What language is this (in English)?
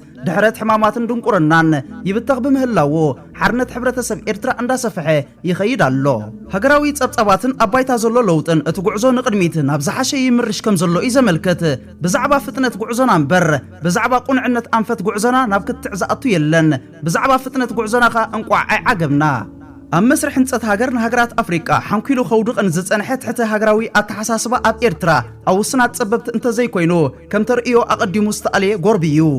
Tigrinya